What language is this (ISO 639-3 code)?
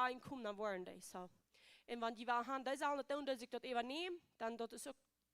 pdt